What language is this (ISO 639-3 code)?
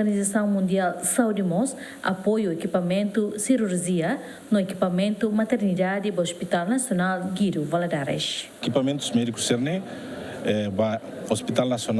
tet